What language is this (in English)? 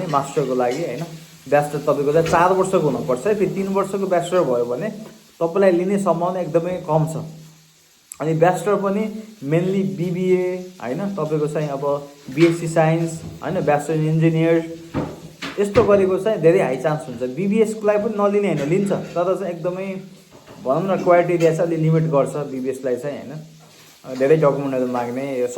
Nepali